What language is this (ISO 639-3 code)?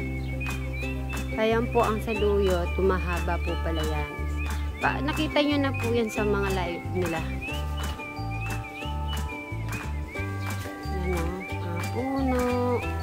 fil